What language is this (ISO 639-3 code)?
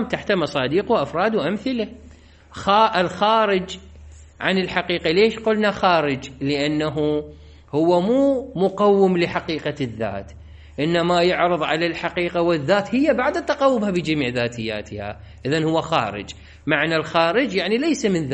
acm